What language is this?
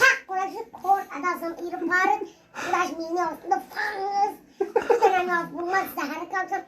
Tajik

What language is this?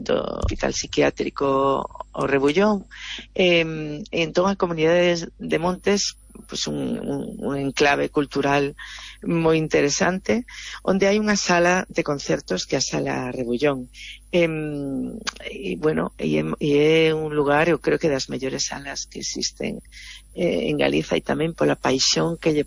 Galician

